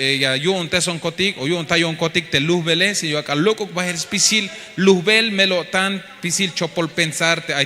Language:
Tzeltal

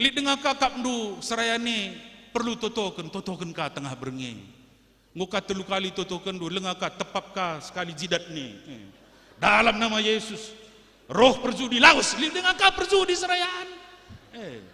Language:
Batak Karo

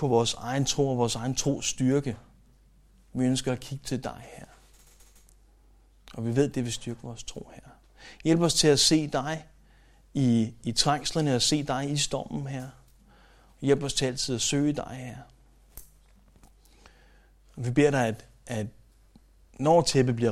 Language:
Danish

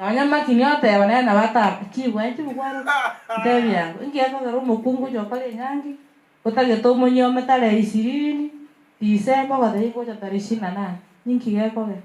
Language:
Gusii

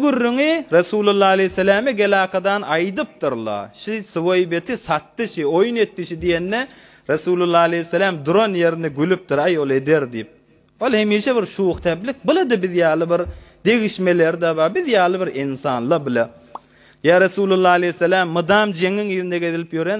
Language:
Turkmen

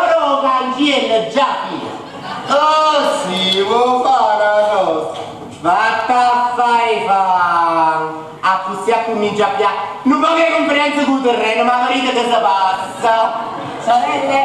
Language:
Neapolitan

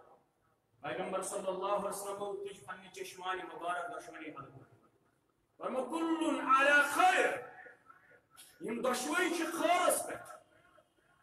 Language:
Kashmiri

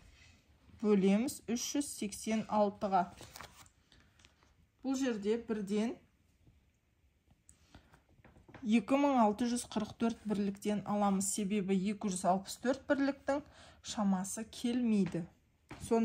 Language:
Kazakh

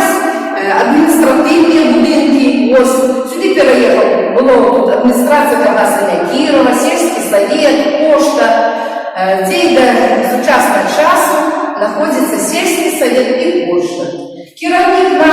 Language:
Belarusian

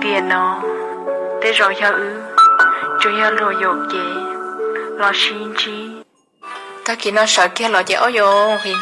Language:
Hmong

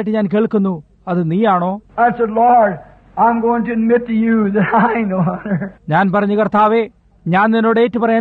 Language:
Malayalam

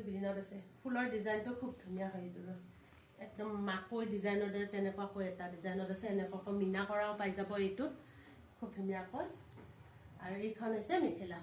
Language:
Assamese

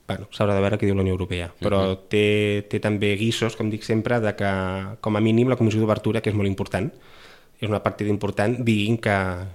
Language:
Catalan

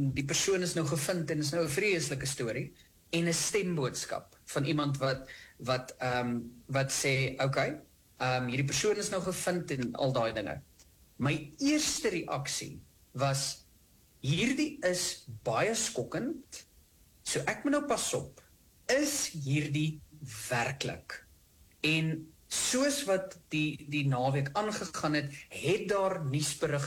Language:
Afrikaans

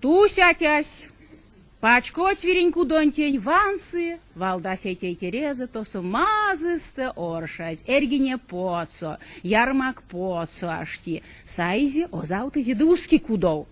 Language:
Erzya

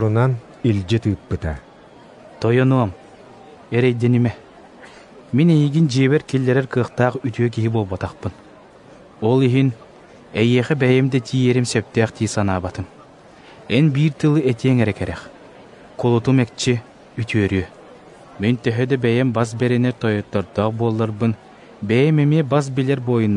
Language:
Yakut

